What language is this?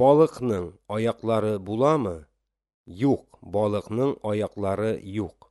Tatar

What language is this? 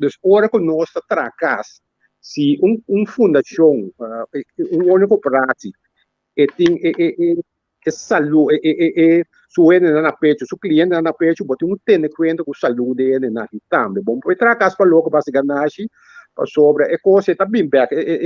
Papiamento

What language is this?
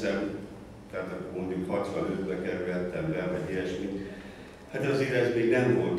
Hungarian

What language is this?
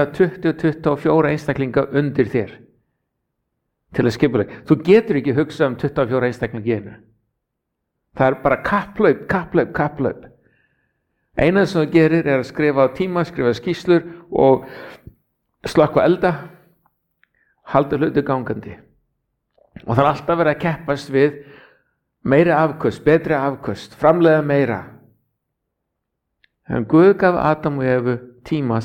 Icelandic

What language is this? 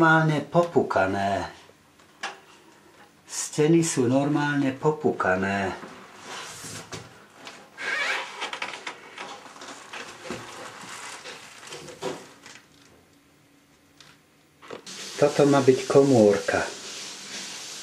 Slovak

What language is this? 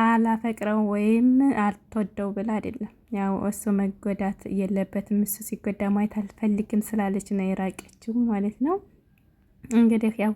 Amharic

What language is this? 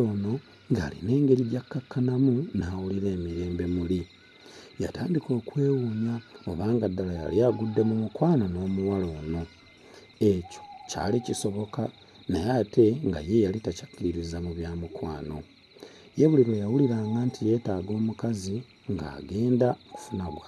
Ganda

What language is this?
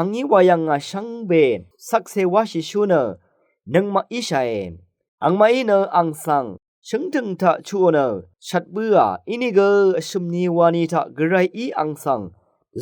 Rawang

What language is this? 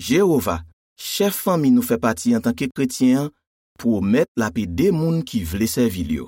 Haitian Creole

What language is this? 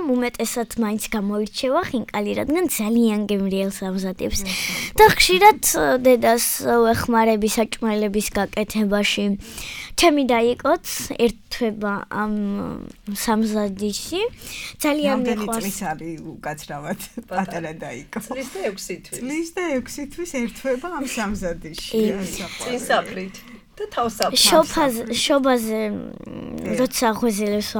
Georgian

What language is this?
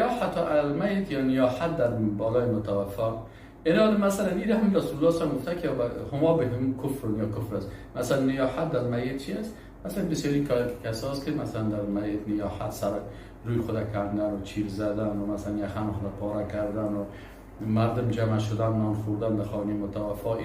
Persian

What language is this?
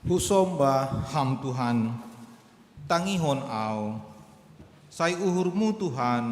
Batak Simalungun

